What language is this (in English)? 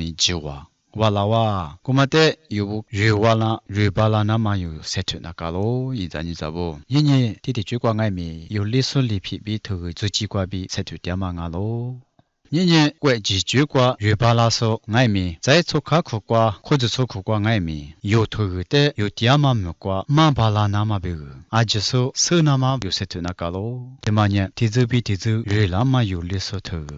Lisu